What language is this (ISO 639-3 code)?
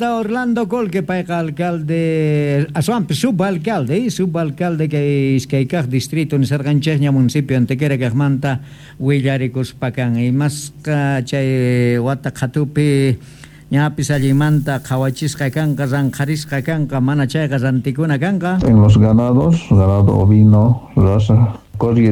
que